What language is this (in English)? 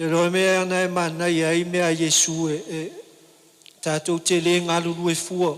Samoan